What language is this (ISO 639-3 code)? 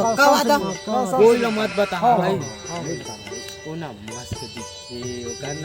hne